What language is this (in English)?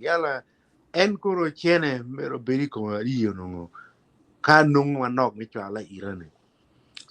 Acoli